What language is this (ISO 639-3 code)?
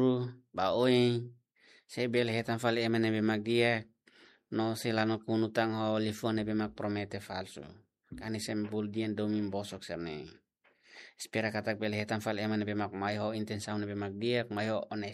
tet